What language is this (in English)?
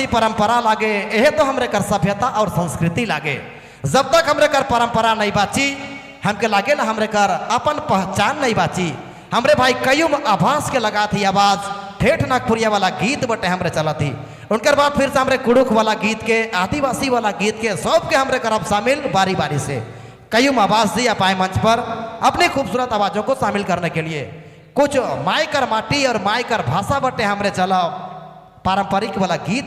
Sadri